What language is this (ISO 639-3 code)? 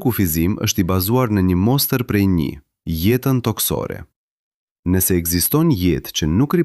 sqi